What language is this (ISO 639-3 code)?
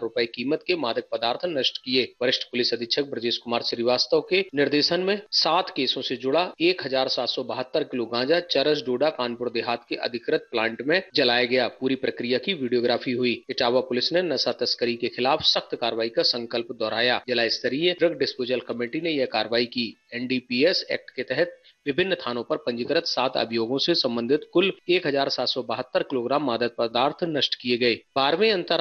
hin